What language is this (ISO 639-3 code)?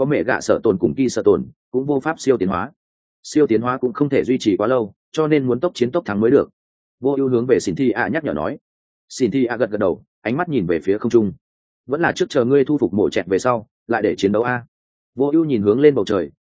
vie